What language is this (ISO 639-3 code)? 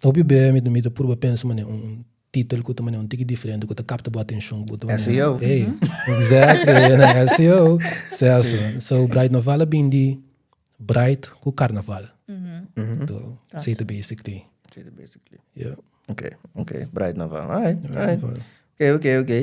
pap